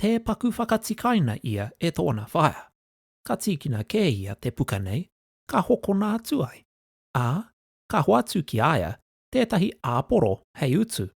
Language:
Māori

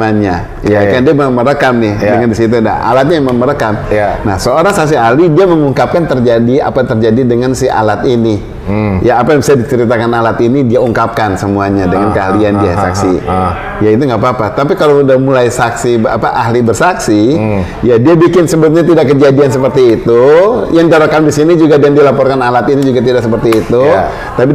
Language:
Indonesian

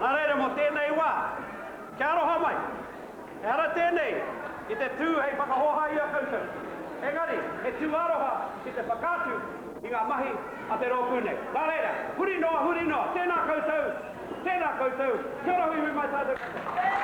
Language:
Māori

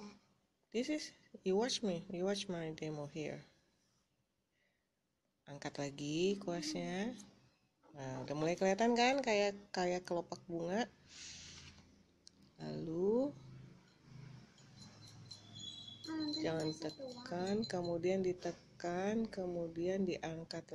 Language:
Indonesian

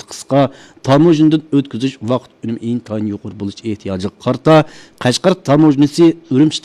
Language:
Uyghur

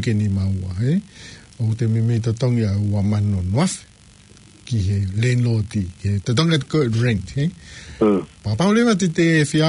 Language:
Tongan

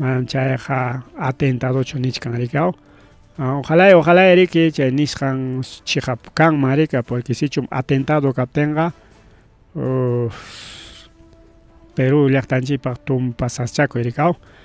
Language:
Ayacucho Quechua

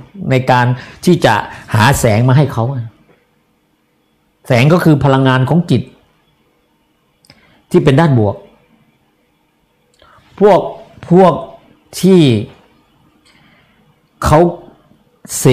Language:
Thai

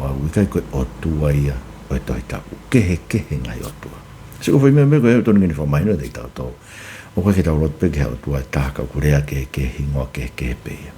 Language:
Tongan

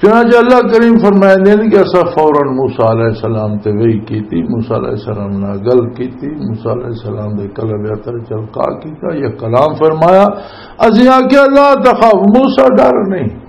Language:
Western Panjabi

